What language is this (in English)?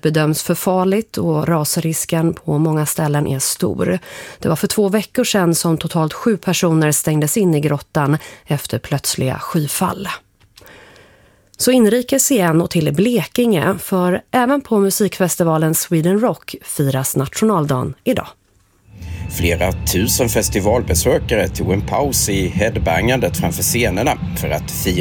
Swedish